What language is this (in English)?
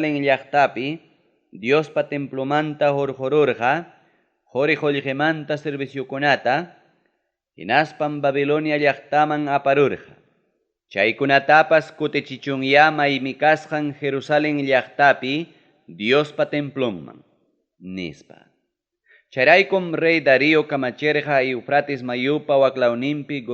Ayacucho Quechua